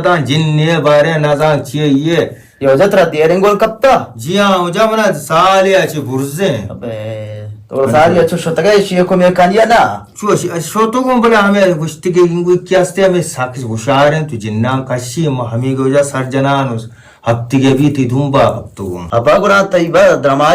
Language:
Baluchi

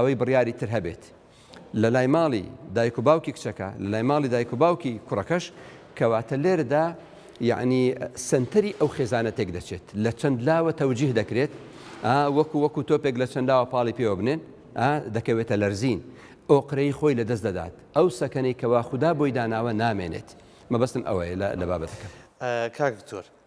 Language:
Central Kurdish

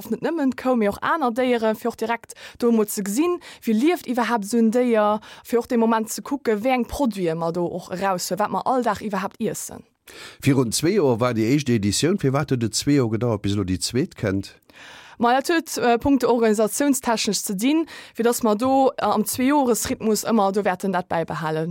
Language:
Luxembourgish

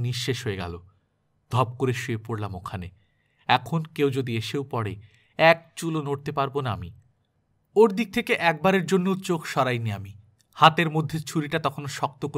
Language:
Bangla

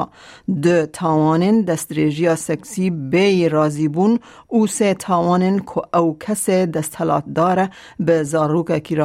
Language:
Kurdish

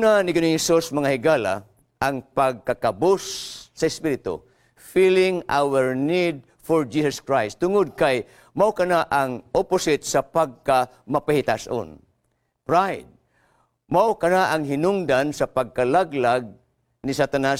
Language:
Cebuano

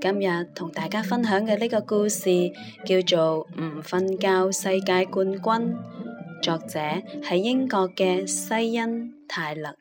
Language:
Cantonese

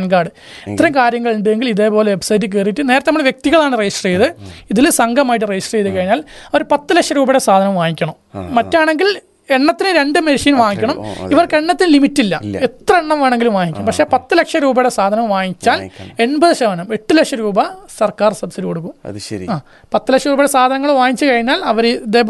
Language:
Malayalam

